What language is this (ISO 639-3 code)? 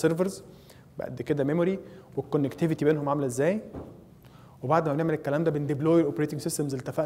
arz